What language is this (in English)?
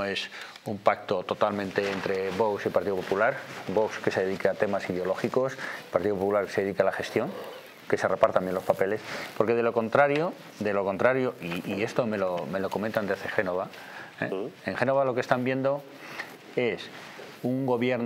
Spanish